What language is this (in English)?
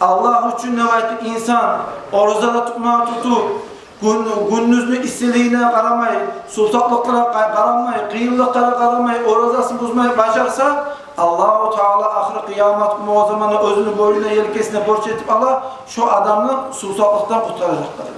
Kumyk